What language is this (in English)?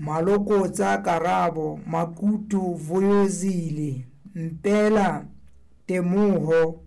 Southern Sotho